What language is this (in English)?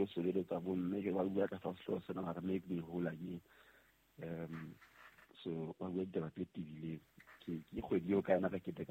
Southern Sotho